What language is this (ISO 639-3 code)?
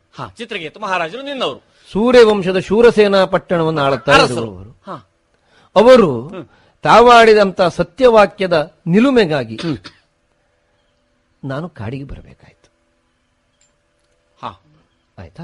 kan